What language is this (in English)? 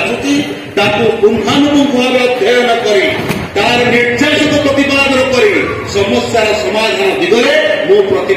Odia